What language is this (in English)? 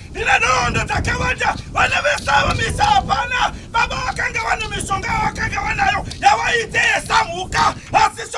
Shona